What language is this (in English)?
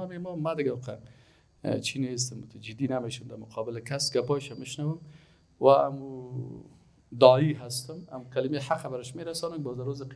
Persian